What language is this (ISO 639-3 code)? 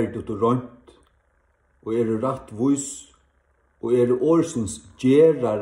fao